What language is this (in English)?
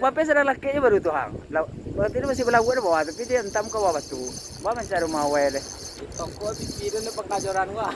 Minangkabau